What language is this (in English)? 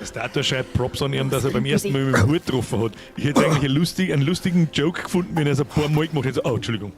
Bavarian